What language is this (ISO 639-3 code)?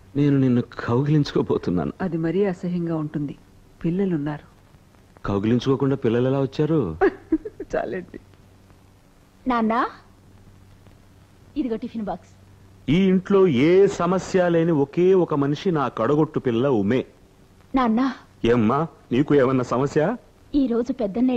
tel